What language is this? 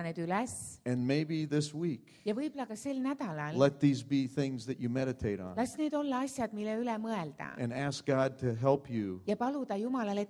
Estonian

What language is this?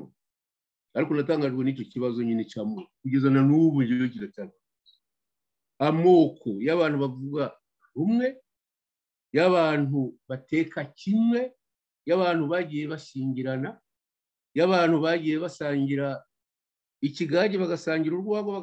Kinyarwanda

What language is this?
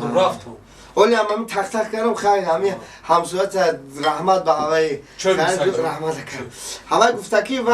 Tajik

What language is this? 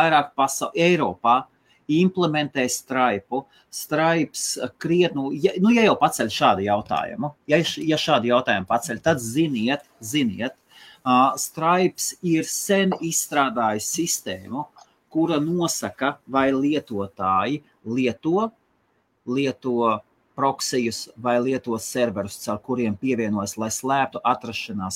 Latvian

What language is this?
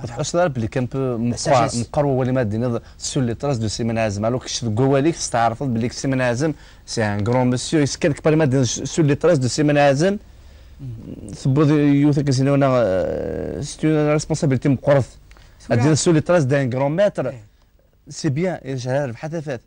Kabyle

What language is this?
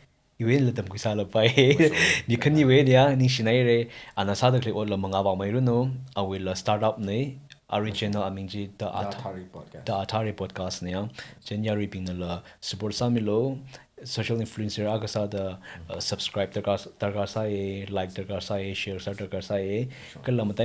Tangkhul Naga (India)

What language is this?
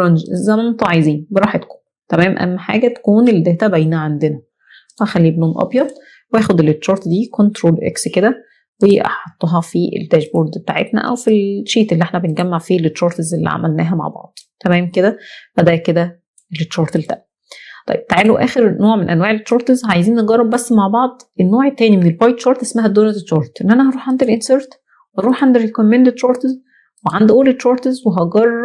Egyptian Arabic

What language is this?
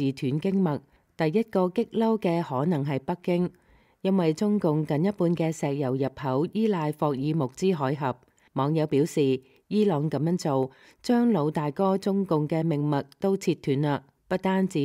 Cantonese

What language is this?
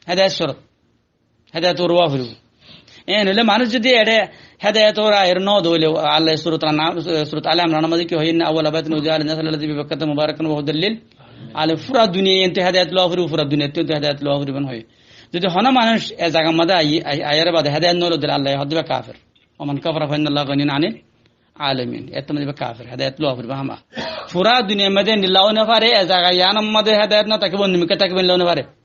Rohingya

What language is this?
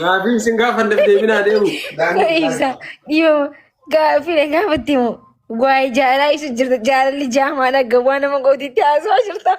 Oromo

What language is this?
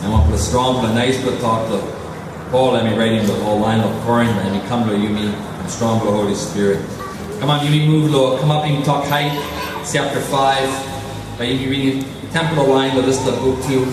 Tok Pisin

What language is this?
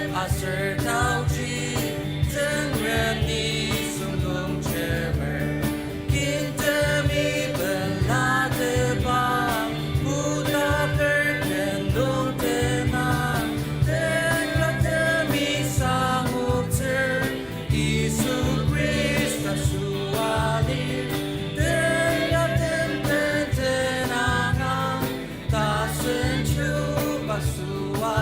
Ao Naga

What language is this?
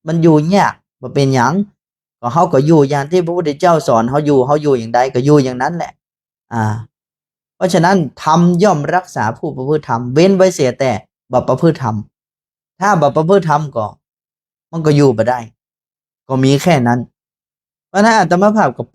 Northern Thai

